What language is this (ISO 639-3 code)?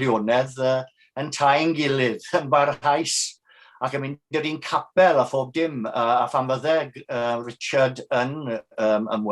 cym